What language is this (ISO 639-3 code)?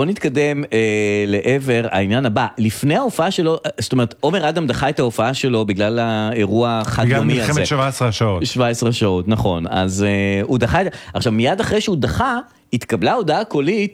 heb